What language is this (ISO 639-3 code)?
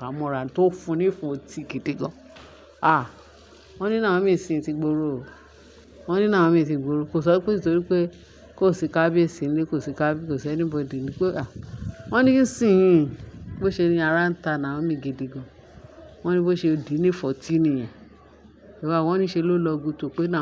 yor